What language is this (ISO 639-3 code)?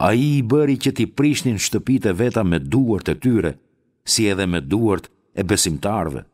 sqi